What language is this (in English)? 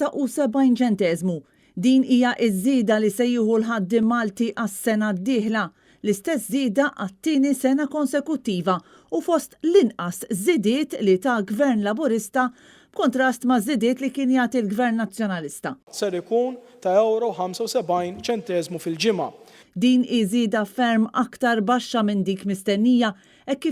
Maltese